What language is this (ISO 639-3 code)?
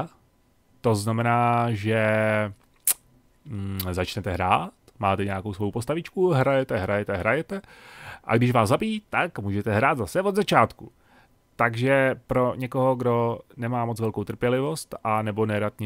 ces